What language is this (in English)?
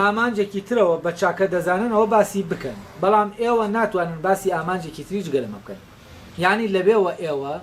Central Kurdish